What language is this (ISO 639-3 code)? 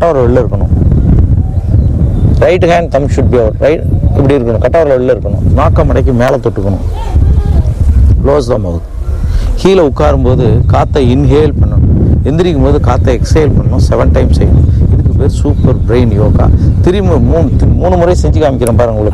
tam